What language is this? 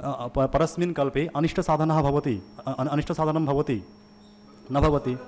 Sanskrit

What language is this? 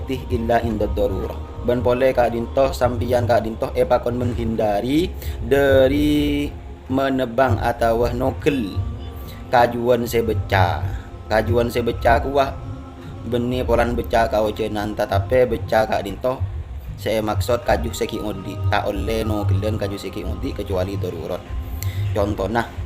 Madurese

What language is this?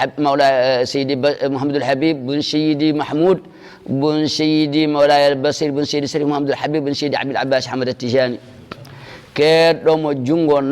Fula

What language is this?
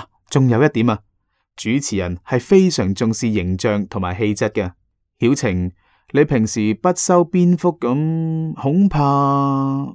Cantonese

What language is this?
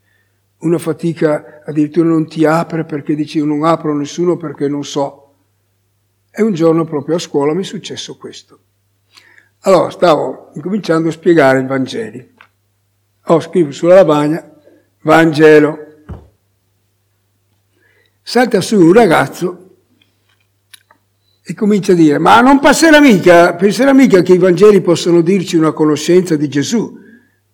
Italian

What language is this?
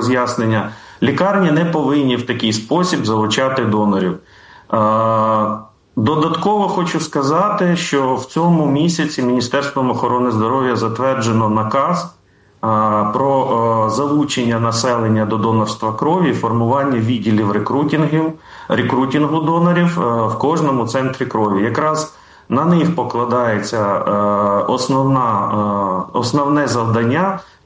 Ukrainian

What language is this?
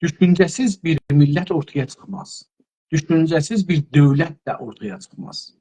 South Azerbaijani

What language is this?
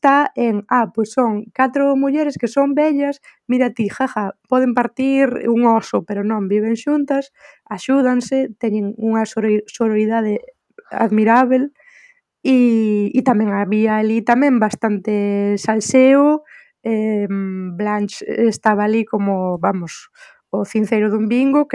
Galician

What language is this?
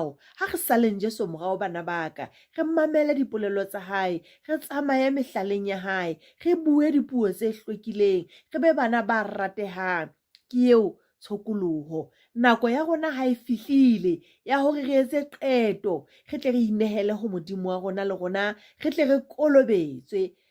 Southern Sotho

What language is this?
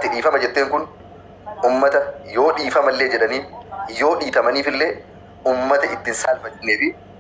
Oromo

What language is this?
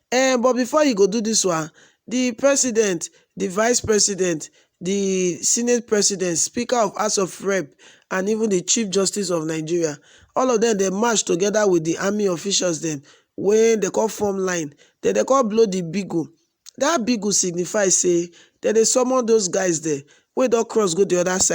Nigerian Pidgin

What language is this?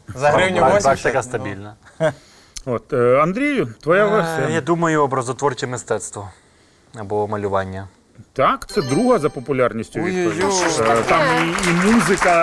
Ukrainian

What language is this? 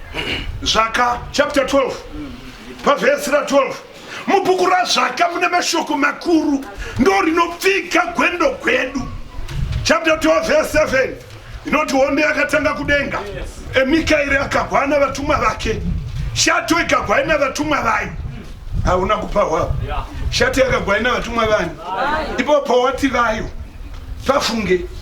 Shona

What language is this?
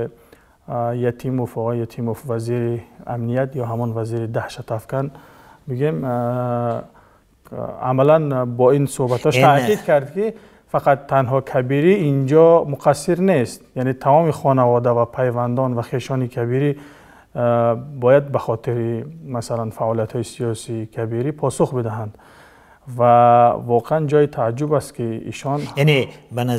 Tajik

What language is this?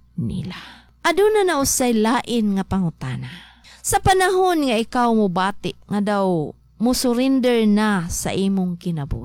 Cebuano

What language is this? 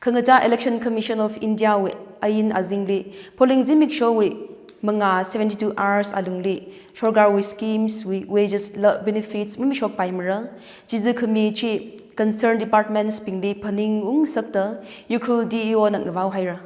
Tangkhul Naga (India)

